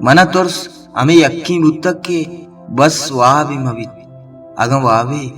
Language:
Baluchi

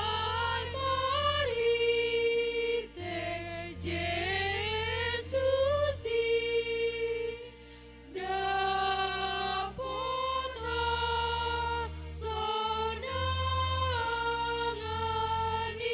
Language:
Batak Simalungun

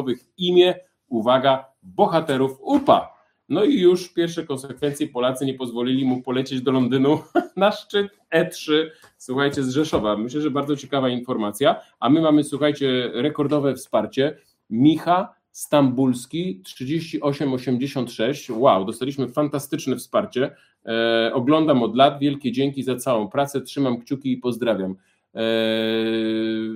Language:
Polish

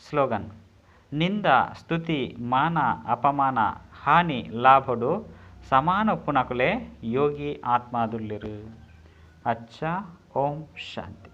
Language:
Tulu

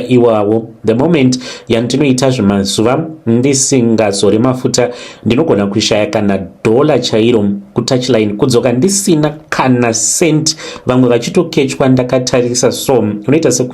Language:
Shona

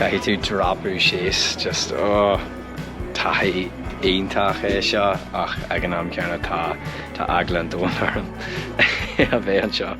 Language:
Irish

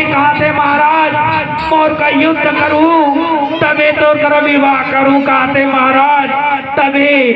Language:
Chhattisgarhi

